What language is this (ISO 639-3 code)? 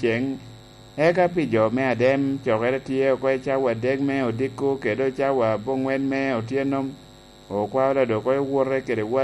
laj